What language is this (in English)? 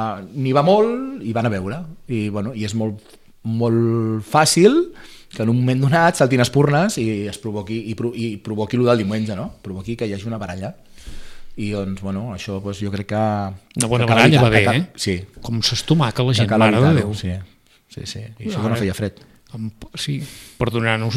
Catalan